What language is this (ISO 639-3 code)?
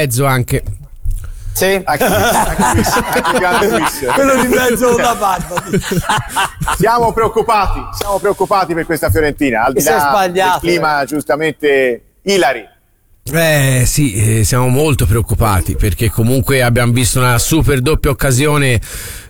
ita